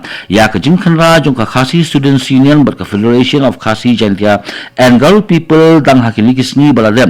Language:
Khasi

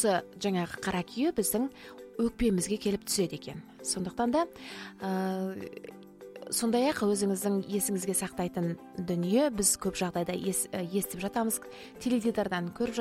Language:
Kazakh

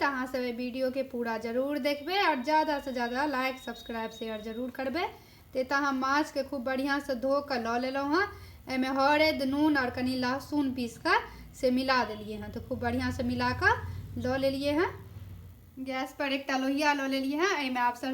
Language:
Maithili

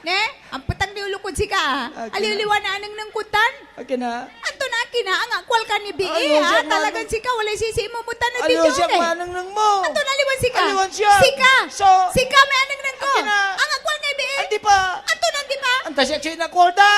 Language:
Pangasinan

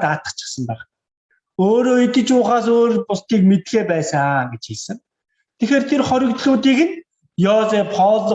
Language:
Mongolian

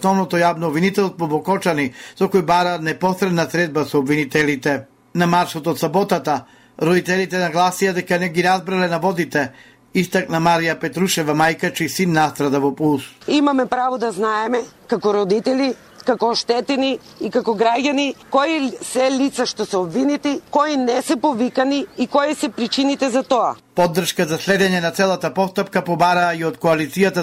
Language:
Macedonian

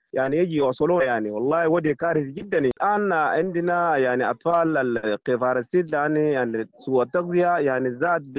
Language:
Sudanese Arabic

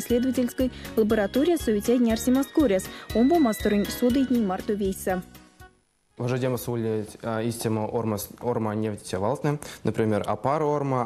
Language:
Erzya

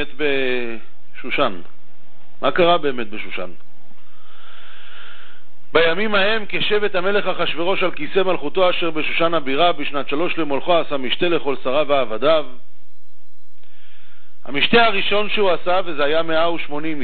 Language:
Hebrew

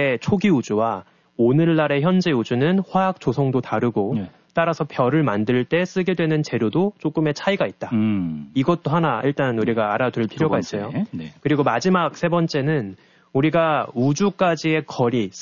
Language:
Korean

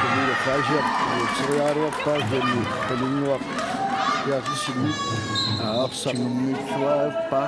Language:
Kalaallisut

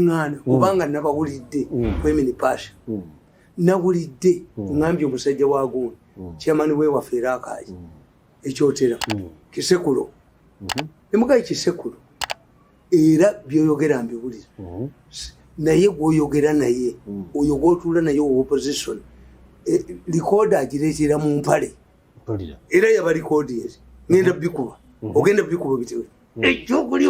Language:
Ganda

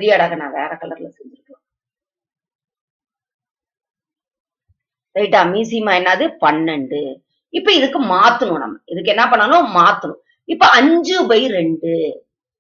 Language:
Tamil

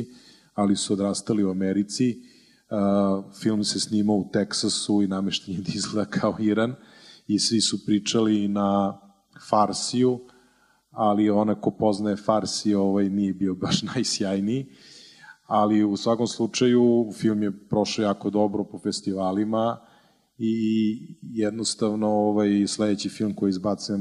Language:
Serbian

